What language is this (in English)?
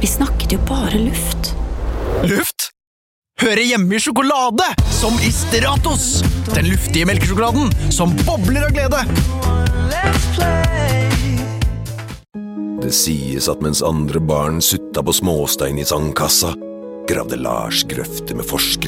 Norwegian